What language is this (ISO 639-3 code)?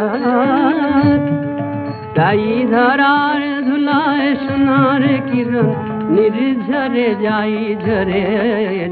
ben